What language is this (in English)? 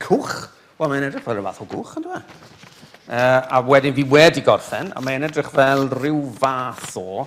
Welsh